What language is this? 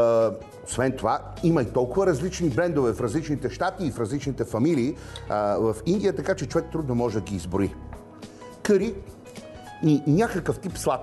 Bulgarian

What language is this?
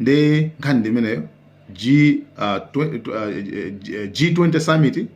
Nyanja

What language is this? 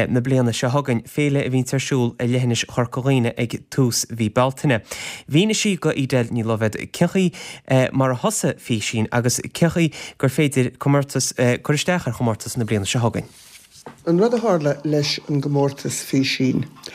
Irish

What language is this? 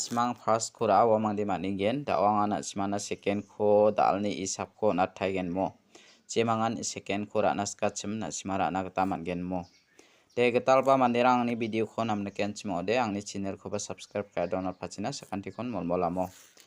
Garo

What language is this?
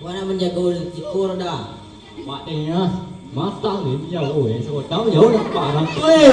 Minangkabau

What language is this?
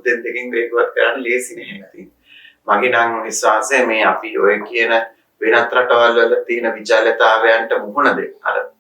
Sinhala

